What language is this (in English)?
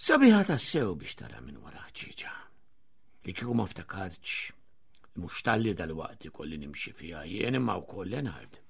Maltese